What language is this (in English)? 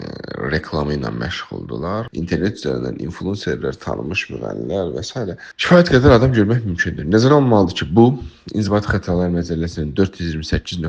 Azerbaijani